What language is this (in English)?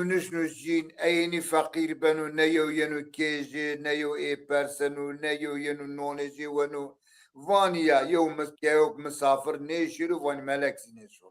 Zaza